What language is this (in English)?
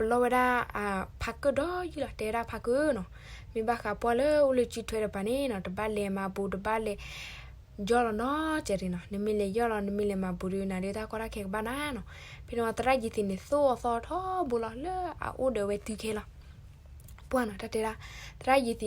S'gaw Karen